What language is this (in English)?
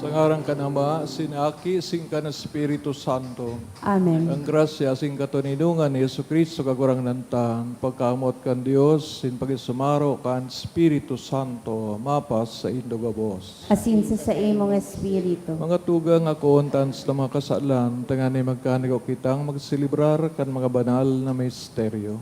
Bikol